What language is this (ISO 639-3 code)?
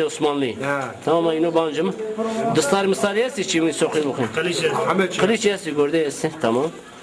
zza